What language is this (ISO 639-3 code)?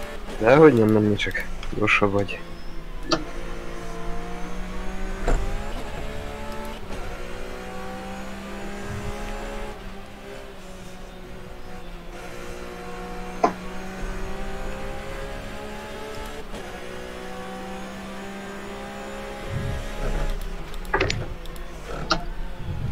hun